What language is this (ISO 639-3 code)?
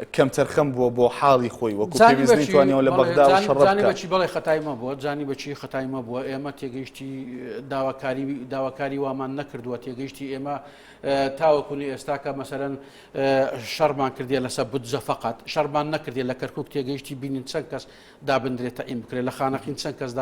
ckb